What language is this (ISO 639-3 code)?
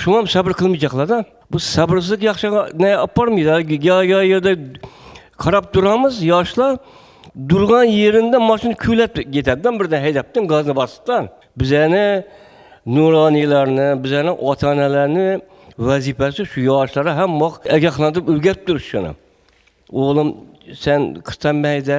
uzb